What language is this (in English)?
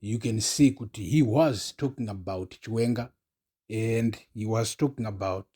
Shona